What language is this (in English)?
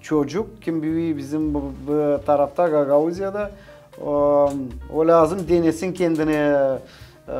Gagauz